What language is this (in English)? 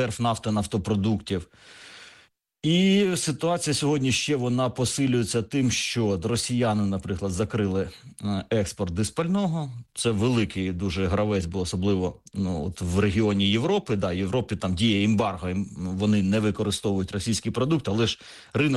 Ukrainian